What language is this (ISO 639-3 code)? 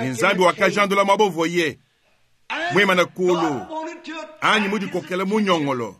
lua